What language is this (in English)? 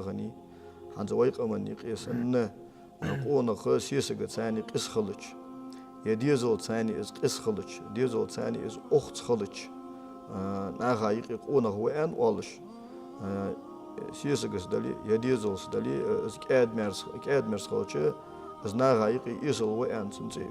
Ingush